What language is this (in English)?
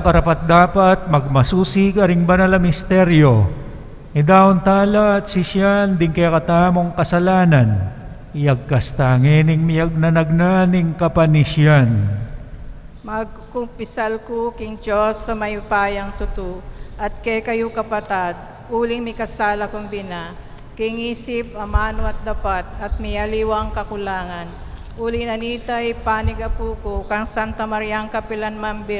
Pampanga